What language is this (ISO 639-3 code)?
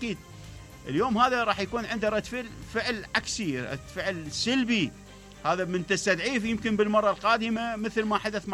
acm